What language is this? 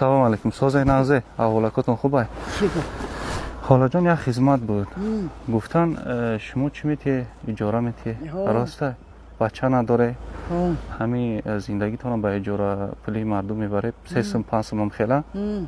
Tajik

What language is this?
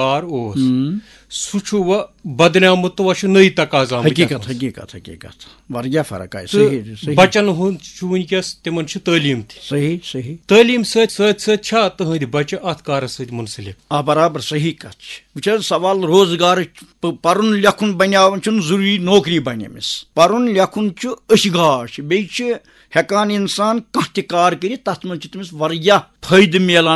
Kashmiri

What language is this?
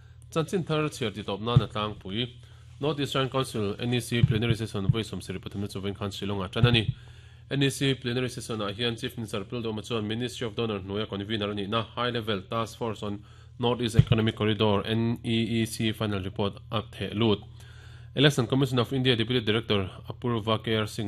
Mizo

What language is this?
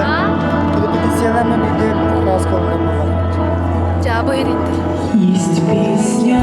Yakut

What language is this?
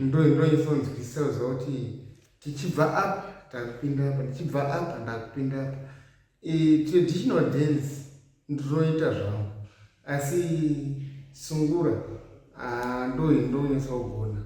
Shona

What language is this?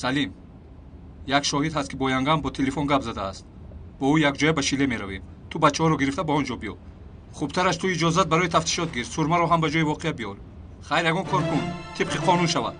Tajik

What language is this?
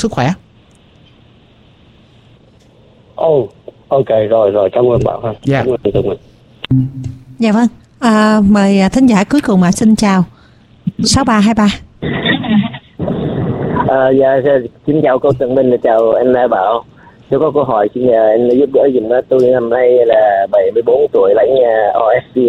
Vietnamese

